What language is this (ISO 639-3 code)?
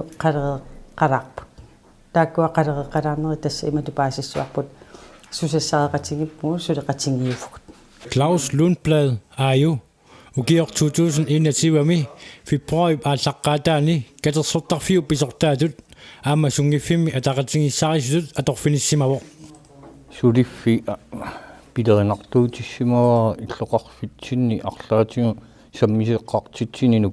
kal